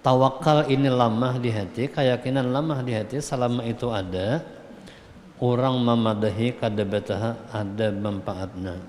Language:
Banjar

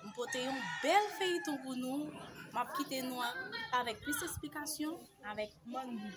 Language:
Haitian Creole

